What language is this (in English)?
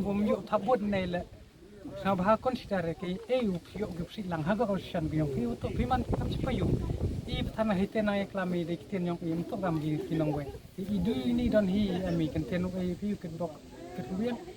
Khasi